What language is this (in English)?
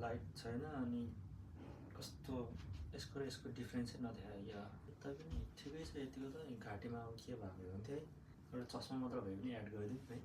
Nepali